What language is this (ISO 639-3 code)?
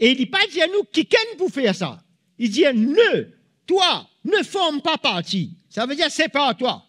mfe